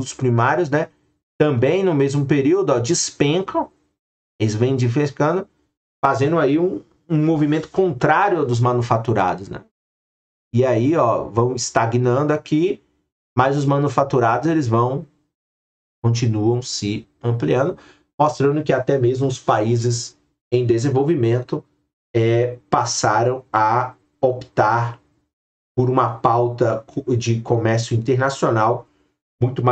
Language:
Portuguese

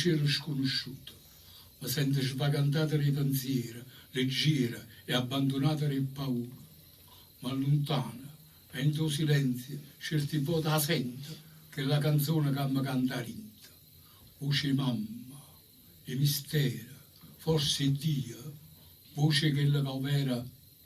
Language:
Neapolitan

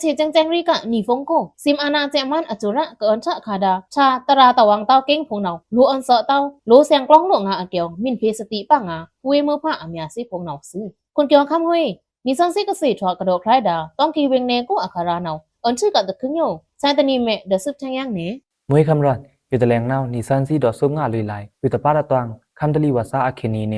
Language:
Pa'o Karen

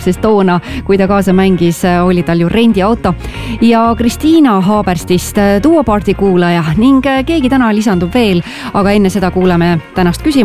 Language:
Estonian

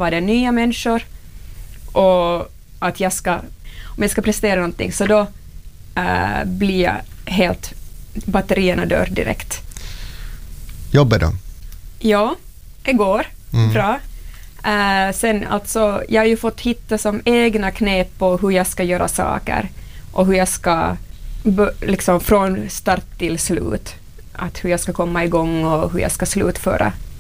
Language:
Swedish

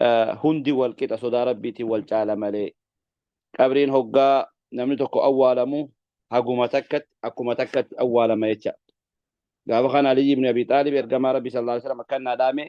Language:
Oromo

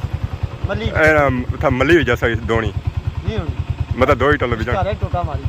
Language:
Pahari-Potwari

